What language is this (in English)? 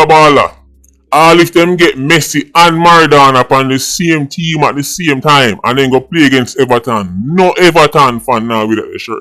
Jamaican Creole English